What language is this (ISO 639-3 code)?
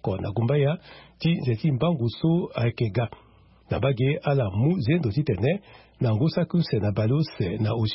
sag